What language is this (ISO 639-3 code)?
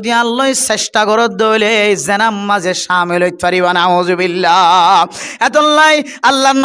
rhg